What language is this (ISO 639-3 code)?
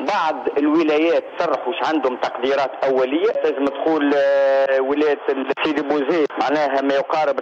aeb